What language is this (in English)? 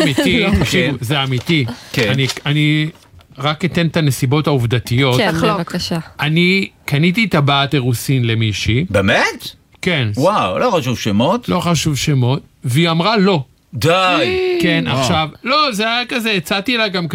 Hebrew